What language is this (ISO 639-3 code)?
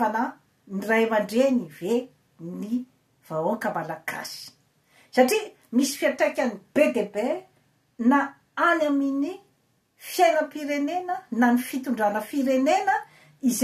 mlg